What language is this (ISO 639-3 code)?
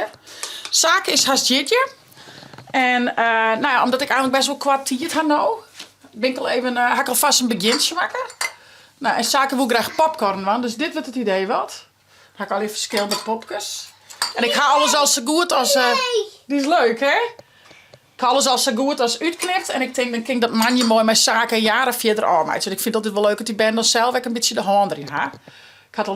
fry